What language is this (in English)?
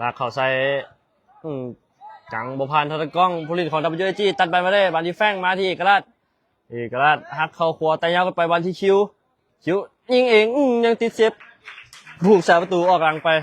Lao